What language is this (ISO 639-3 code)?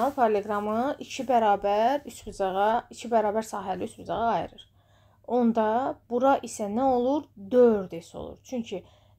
aze